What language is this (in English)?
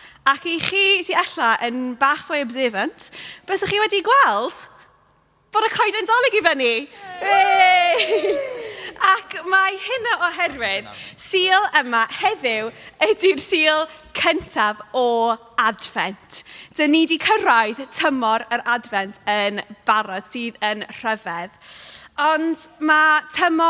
Welsh